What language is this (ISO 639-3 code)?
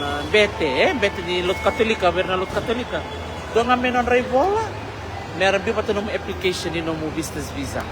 fij